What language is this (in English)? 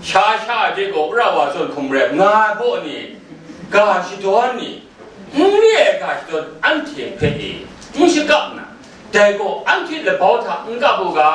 Kachin